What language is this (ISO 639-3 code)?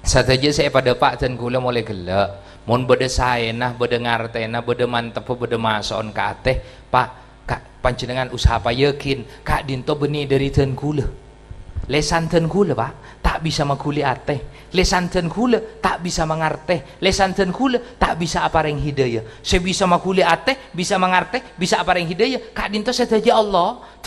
mad